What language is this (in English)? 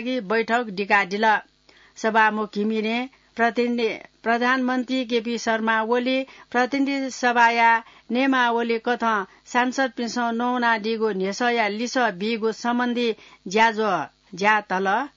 Newari